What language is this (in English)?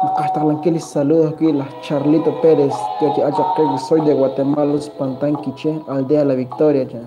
Kekchí